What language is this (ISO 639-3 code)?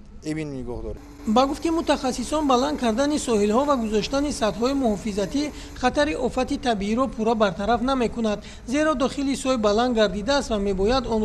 tgk